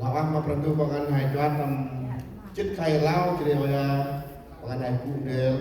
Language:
Central Mnong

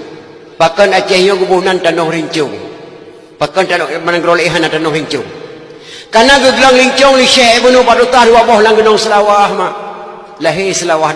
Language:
Achinese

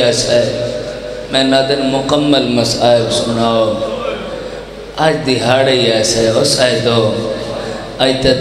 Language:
Urdu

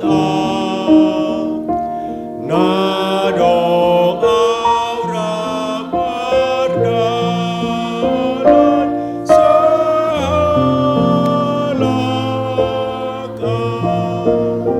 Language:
Batak Simalungun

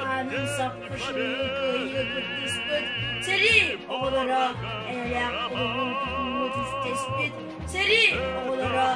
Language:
Yakut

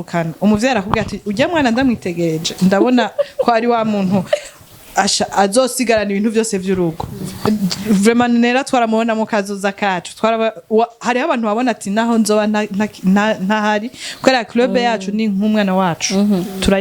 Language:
Rundi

